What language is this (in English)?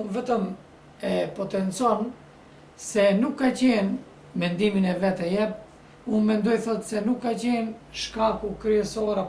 Albanian